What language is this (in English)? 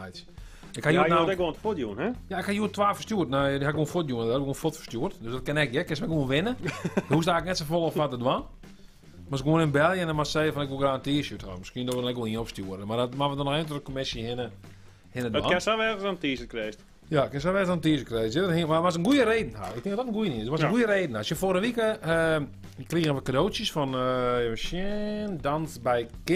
Western Frisian